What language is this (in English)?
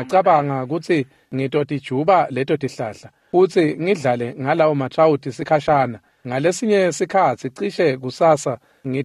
Swati